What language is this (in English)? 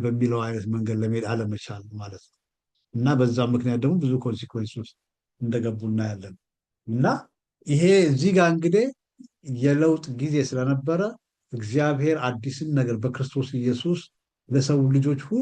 Amharic